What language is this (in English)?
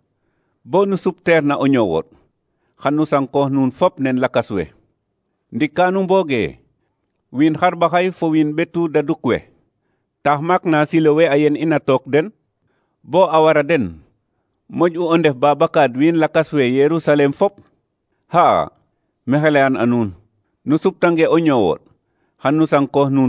Serer